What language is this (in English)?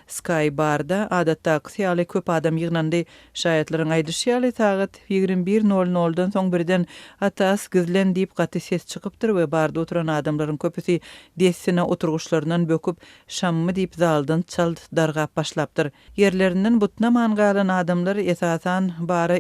Turkmen